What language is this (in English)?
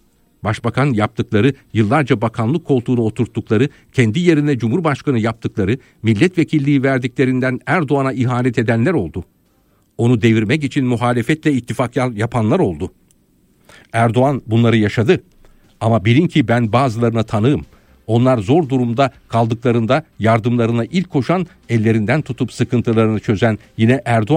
Turkish